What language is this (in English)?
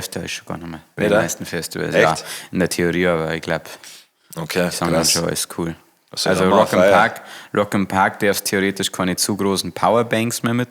Bavarian